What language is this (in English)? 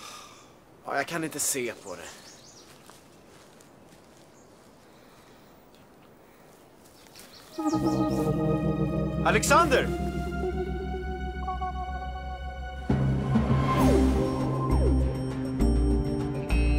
Swedish